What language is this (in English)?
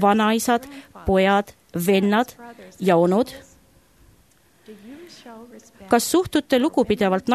Estonian